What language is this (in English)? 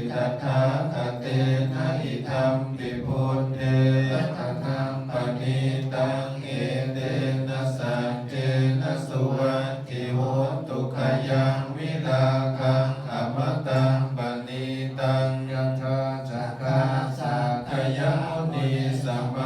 Pali